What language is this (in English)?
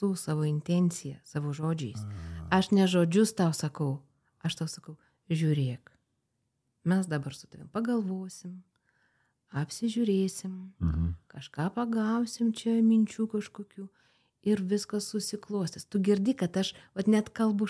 Lithuanian